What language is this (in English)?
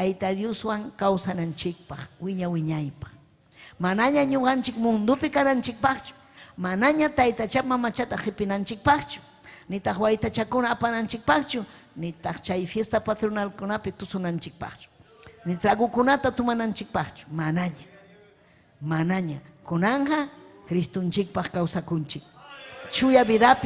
Ayacucho Quechua